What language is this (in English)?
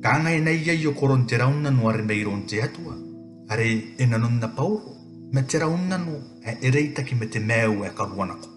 Gilbertese